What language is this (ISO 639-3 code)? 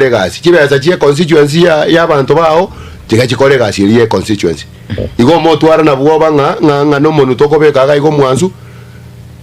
guz